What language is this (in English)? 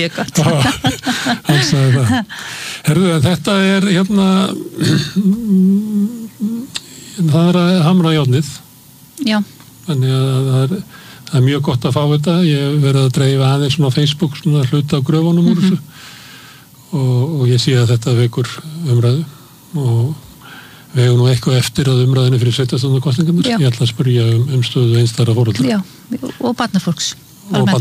Icelandic